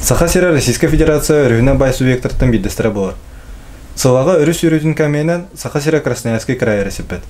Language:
Yakut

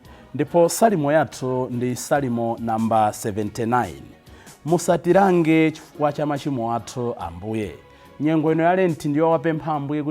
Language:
Nyanja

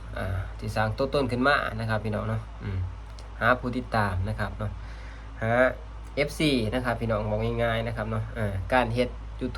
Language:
Northeastern Thai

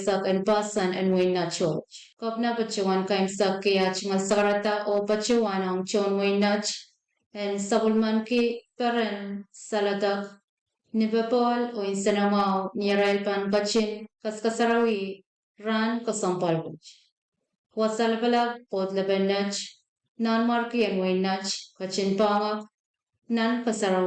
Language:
Pohnpeian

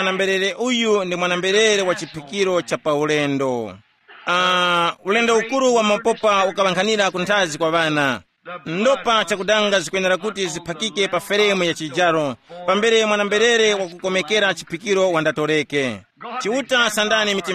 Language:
Tumbuka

